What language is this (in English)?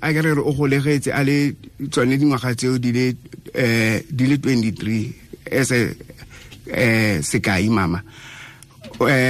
Tswana